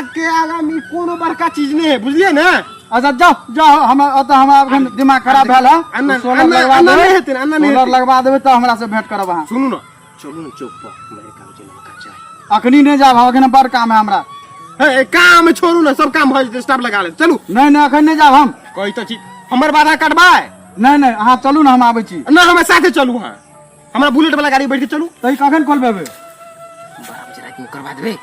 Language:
Maithili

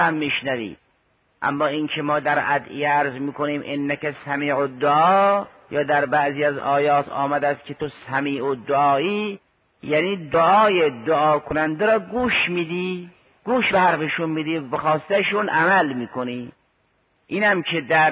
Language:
Persian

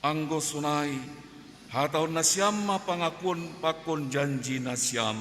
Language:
Batak Simalungun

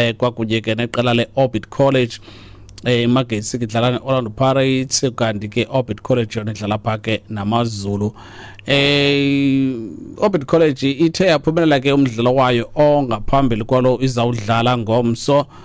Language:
Xhosa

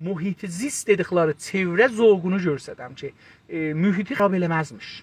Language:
South Azerbaijani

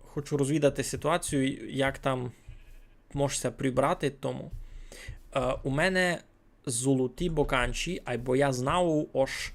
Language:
Rusyn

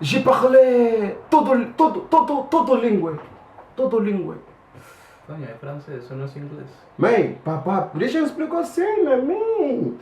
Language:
Kabuverdianu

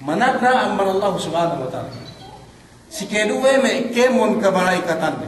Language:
Yakan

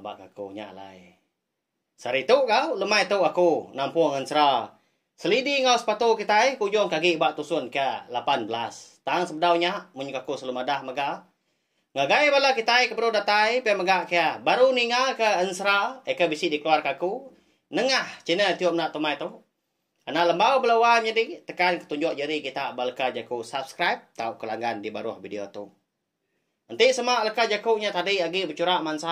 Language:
Iban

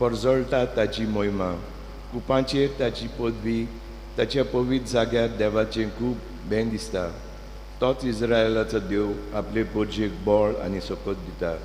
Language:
Konkani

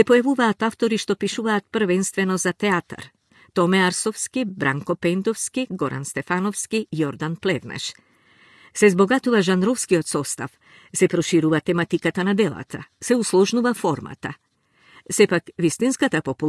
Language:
Macedonian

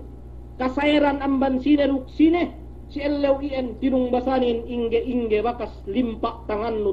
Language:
Yakan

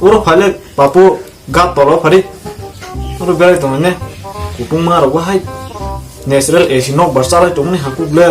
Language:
Kok Borok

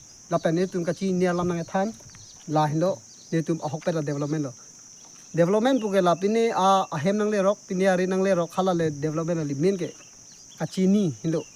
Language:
Karbi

